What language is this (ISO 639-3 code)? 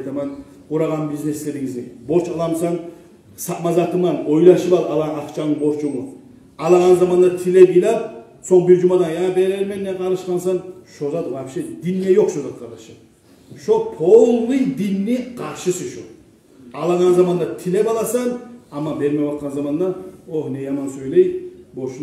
kum